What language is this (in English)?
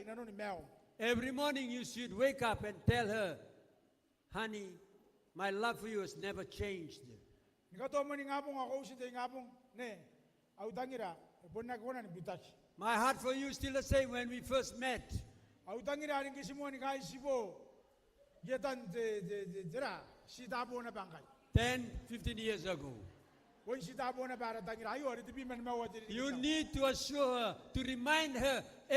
Gilbertese